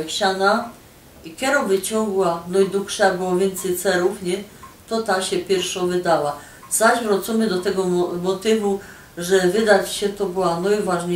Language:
Silesian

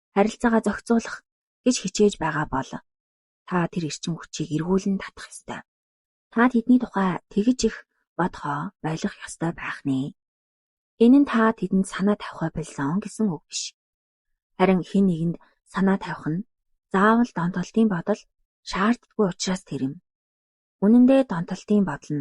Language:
Mongolian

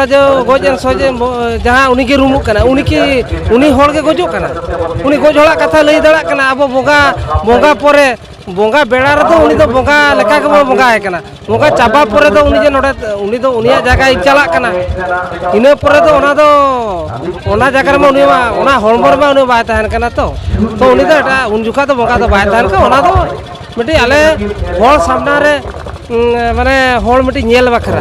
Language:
Santali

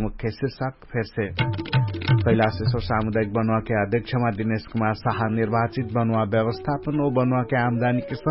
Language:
Dangaura Tharu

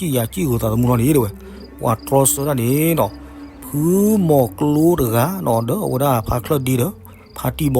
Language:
S'gaw Karen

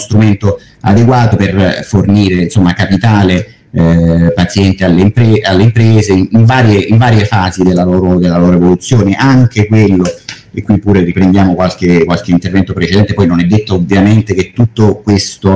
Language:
Italian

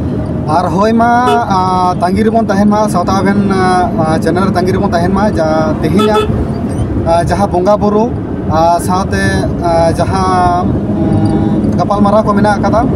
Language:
Santali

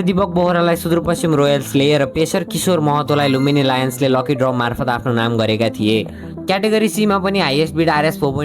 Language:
Nepali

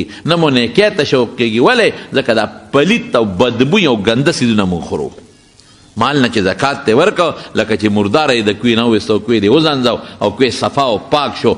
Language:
Pashto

